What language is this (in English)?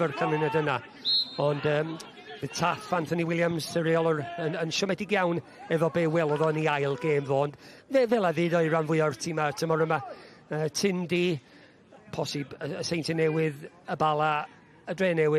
Welsh